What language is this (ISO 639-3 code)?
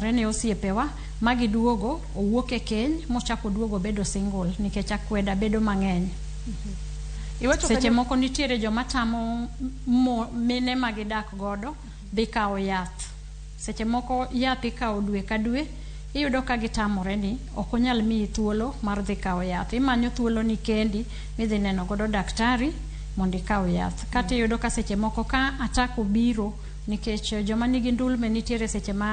luo